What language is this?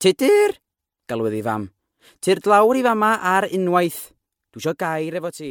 Welsh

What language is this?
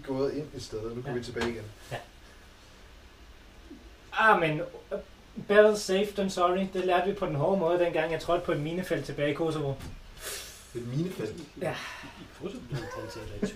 Danish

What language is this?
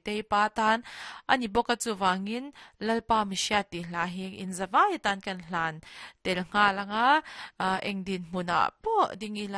Mizo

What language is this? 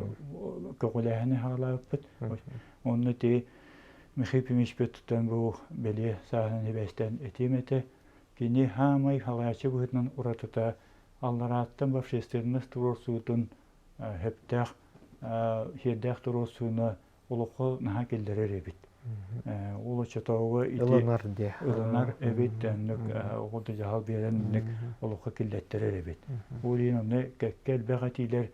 Yakut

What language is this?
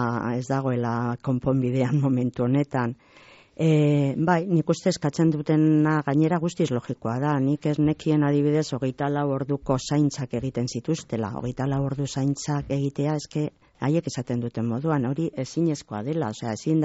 Basque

